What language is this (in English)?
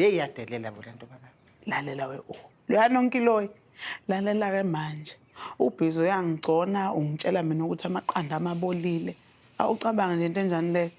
Zulu